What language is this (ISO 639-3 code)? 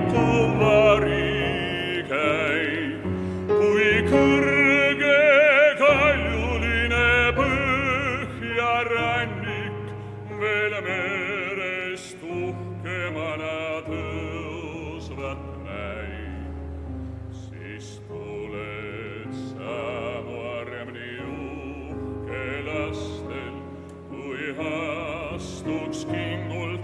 est